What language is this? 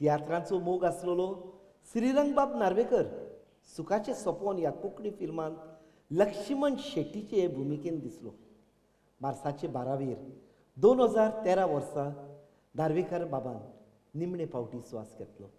Konkani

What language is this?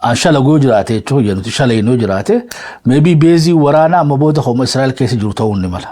Oromo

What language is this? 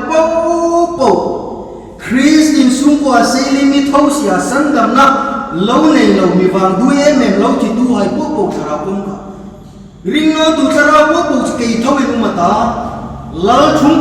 Hmar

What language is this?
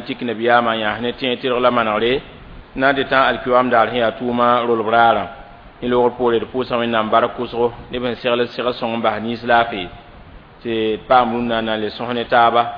Mossi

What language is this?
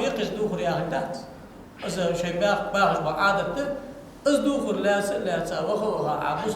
Ingush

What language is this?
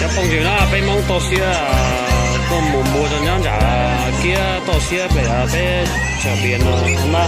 Hmong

